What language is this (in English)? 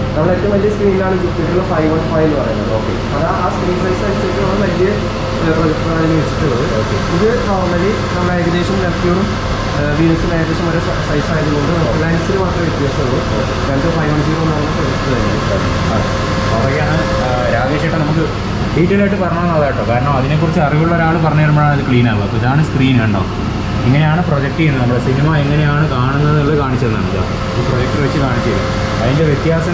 Malayalam